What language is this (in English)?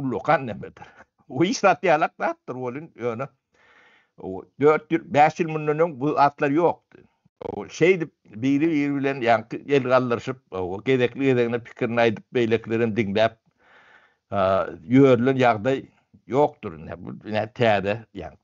Turkmen